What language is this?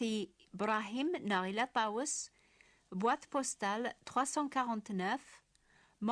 Kabyle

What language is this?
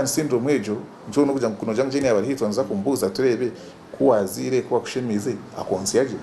Nyankole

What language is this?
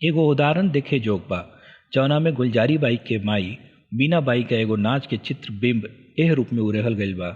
Bhojpuri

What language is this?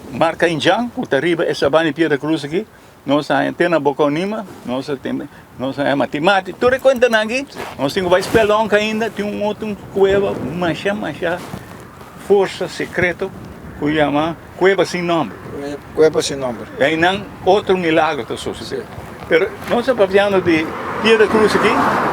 Papiamento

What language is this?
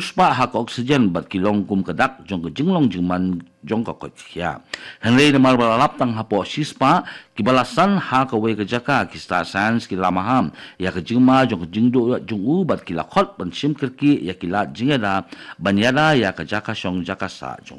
Khasi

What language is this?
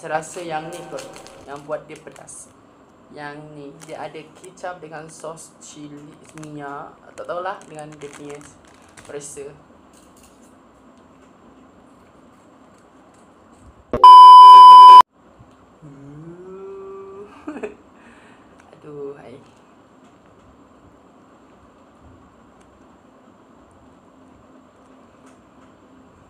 Malay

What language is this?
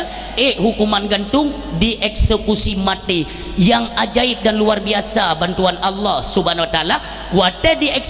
Achinese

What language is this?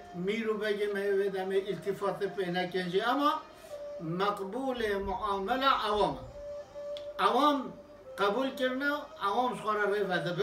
Kurdish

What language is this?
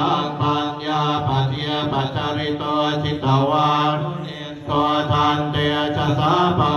Pali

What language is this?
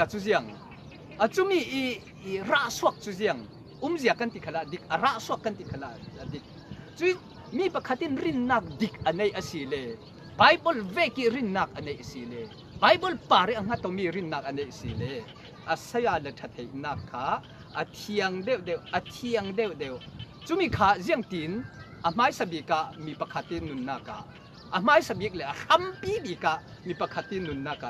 Falam Chin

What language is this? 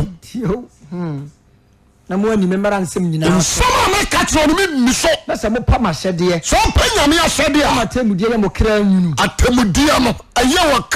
Akan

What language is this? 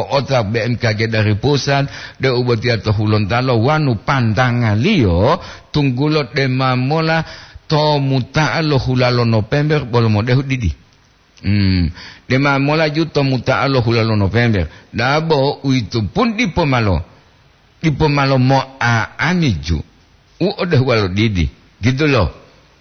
Gorontalo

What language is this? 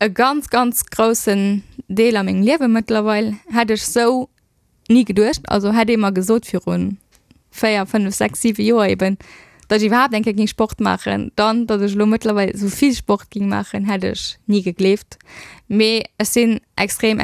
Luxembourgish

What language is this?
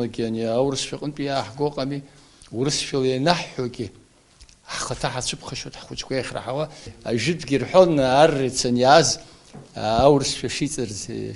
Abkhazian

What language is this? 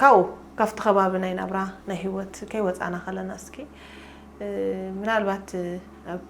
Tigrinya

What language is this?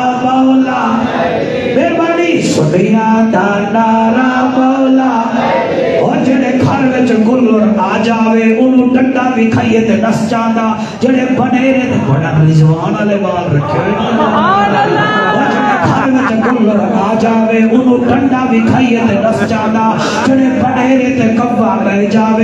Saraiki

